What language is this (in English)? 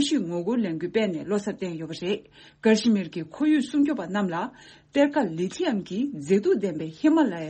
Tibetan